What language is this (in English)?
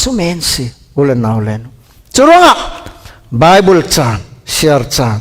Falam Chin